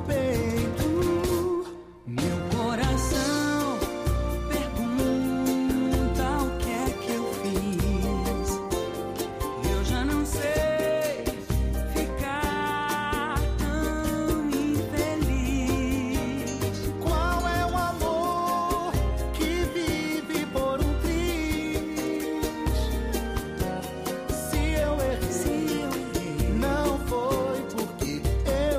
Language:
Portuguese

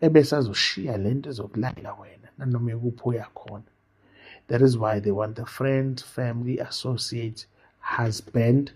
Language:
Zulu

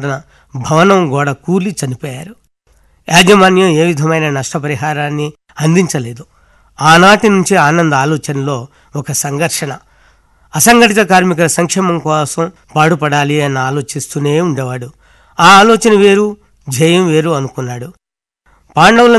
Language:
Telugu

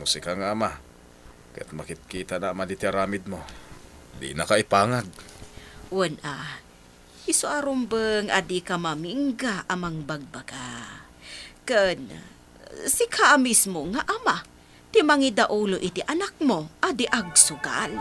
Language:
Iloko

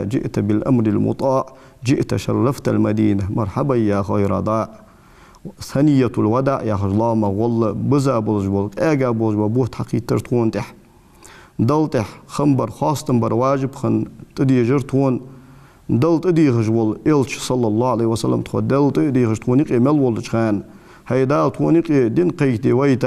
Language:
Ingush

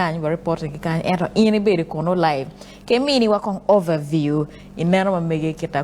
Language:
Acoli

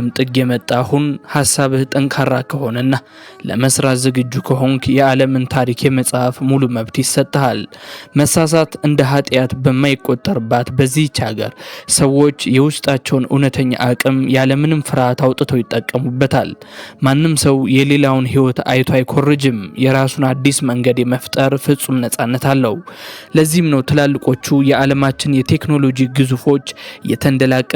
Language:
Amharic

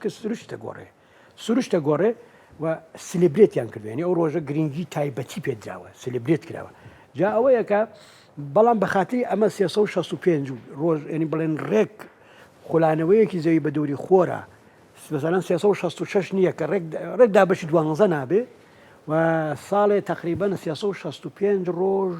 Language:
Central Kurdish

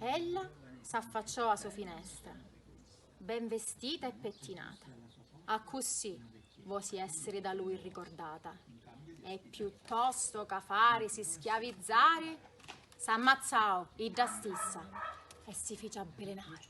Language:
Sicilian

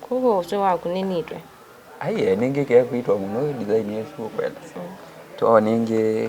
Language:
Kamba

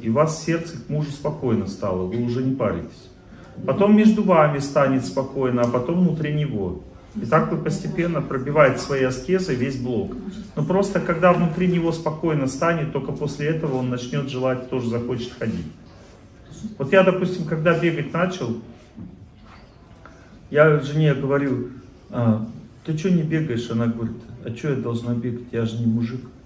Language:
Russian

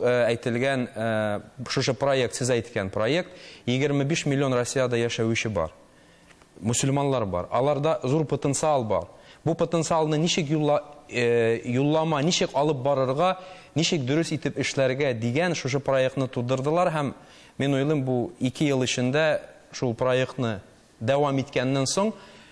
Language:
Tatar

